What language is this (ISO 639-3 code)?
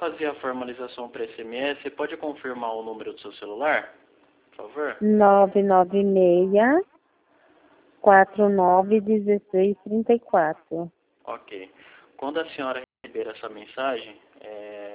por